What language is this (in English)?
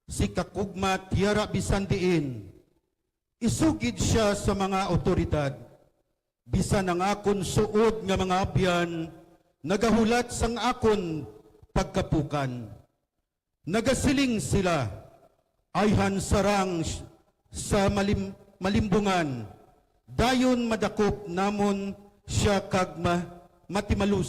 Hiligaynon